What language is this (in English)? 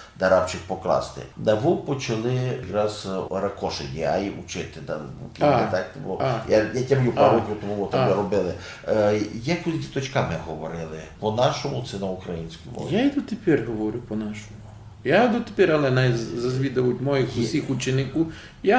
Rusyn